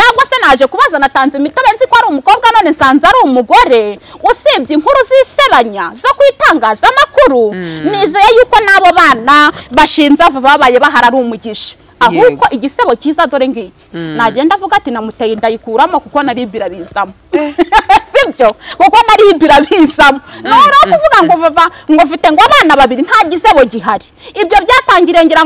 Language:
Kinyarwanda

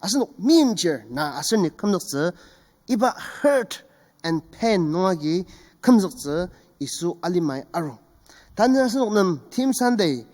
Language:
Ao Naga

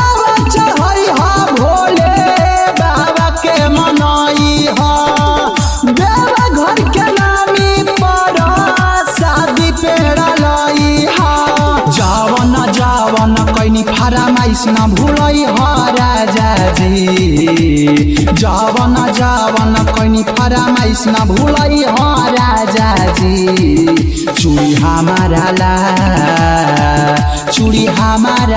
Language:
Bhojpuri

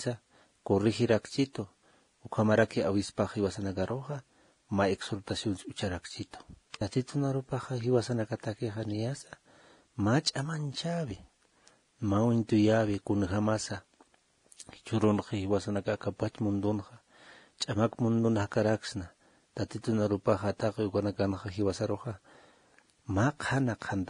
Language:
Aymara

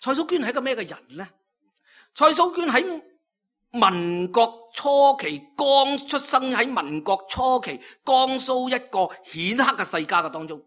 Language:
Cantonese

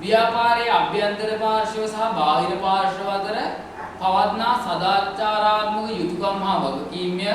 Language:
Sinhala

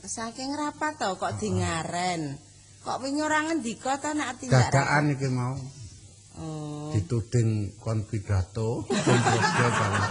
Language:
Javanese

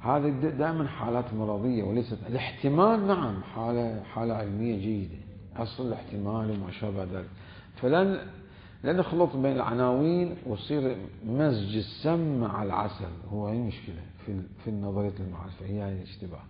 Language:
Mesopotamian Arabic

